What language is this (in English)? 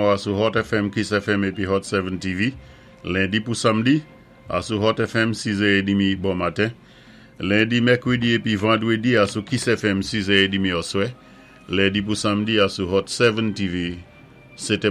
Saint Lucian Creole French